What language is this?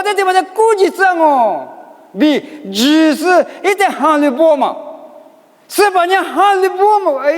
Lisu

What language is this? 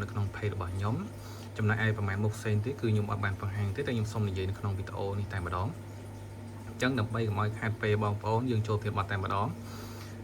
Khmer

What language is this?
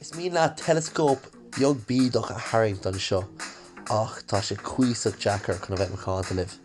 Irish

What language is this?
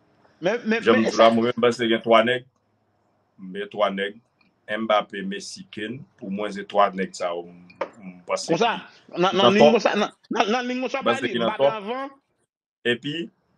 Haitian Creole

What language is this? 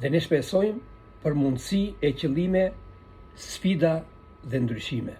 Albanian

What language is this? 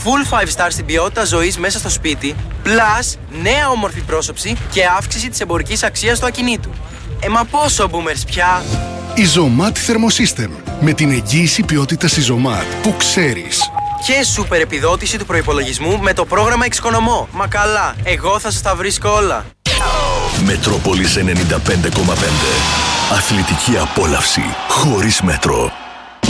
Greek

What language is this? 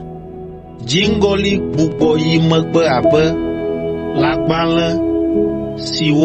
Ewe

